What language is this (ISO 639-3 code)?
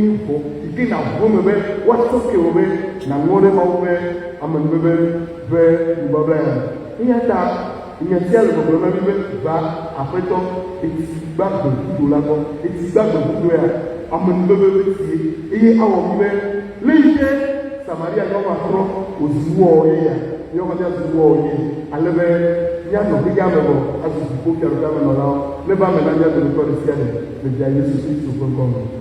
ewe